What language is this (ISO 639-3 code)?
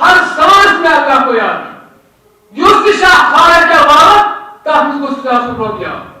kas